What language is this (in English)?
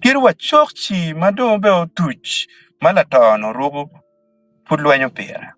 Acoli